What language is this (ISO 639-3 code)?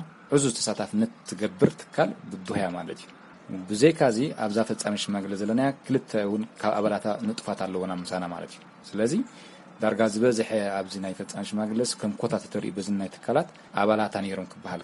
tir